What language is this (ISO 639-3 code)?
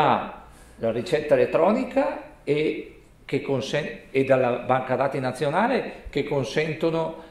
ita